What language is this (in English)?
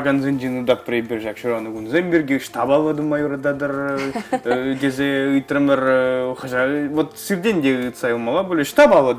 Chuvash